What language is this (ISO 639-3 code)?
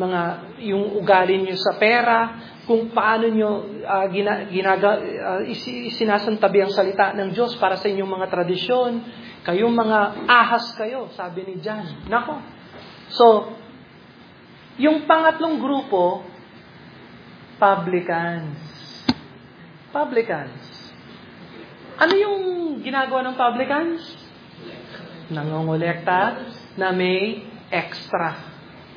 fil